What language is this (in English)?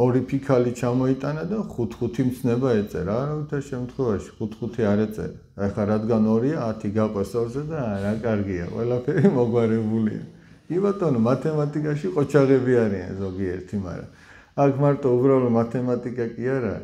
Georgian